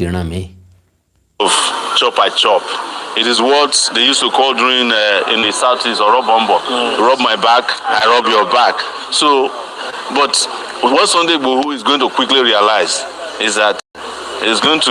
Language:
Yoruba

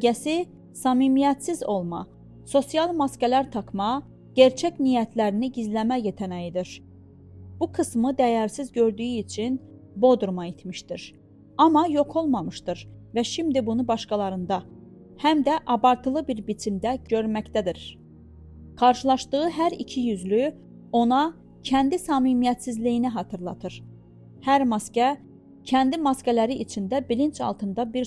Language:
Azerbaijani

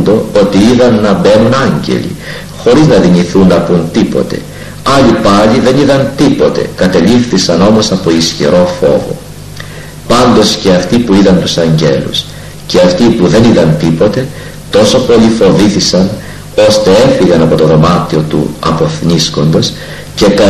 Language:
Greek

